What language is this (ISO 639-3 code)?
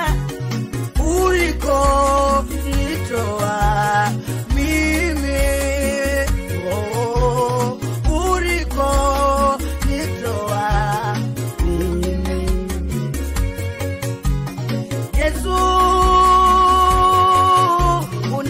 swa